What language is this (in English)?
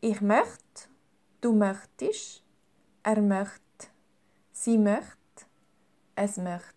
Swiss German